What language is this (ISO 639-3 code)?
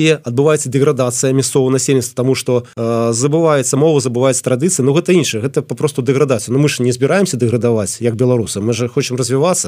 bel